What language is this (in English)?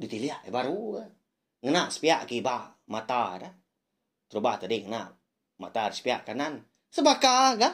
Iban